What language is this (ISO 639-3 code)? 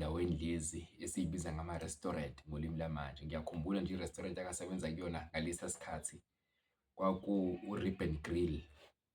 zul